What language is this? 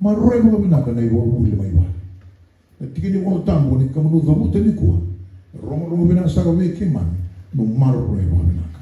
Fijian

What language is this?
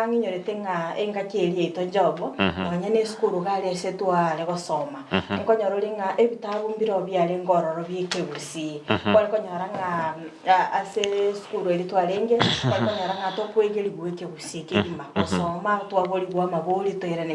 Gusii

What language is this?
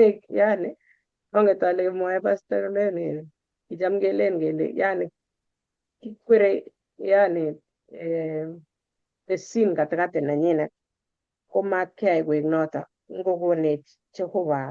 Kalenjin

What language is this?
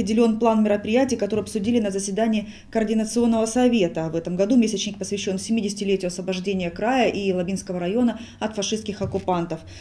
Russian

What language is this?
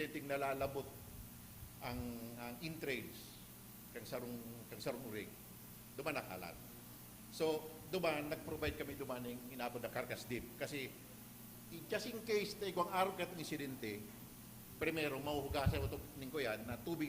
Bikol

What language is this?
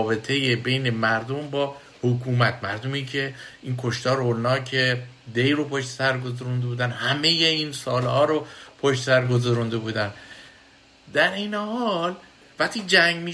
Persian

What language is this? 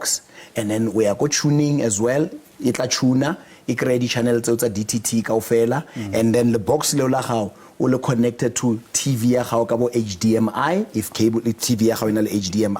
Southern Sotho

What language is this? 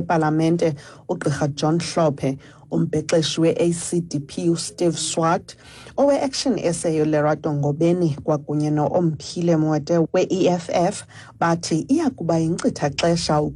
Xhosa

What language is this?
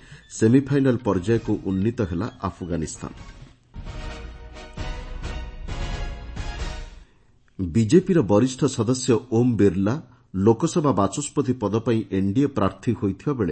Odia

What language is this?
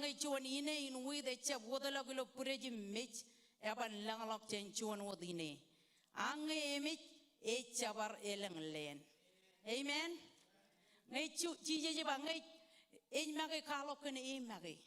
Marshallese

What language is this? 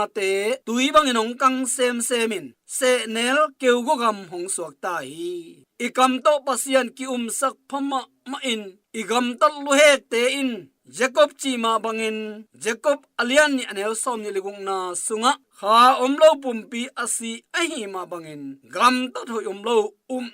Tedim Chin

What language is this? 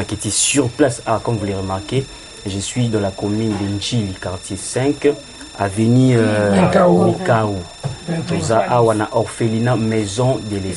Lingala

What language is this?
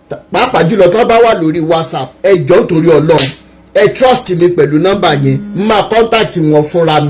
Yoruba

